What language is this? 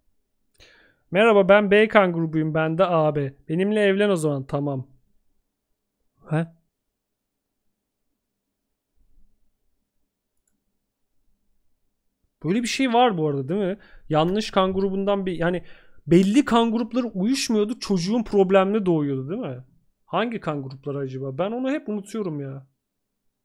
Turkish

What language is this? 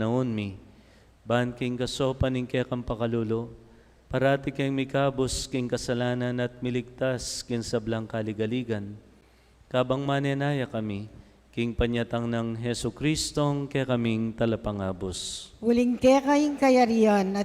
Pampanga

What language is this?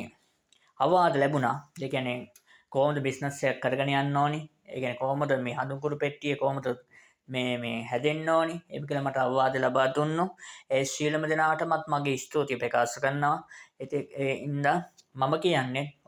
Sinhala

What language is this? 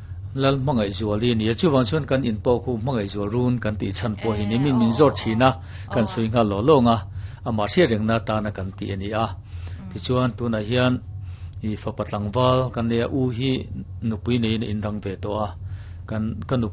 Mizo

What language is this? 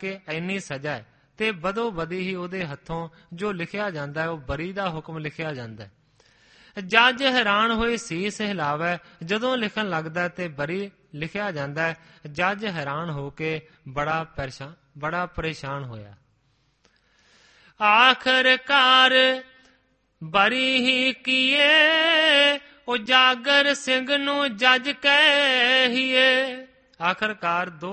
Punjabi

